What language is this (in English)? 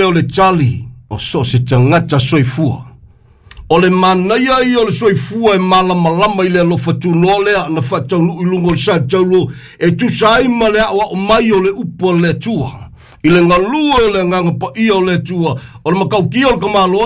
Samoan